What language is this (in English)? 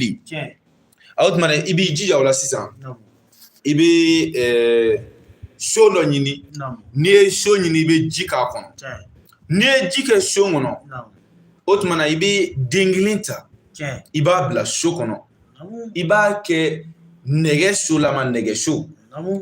Bambara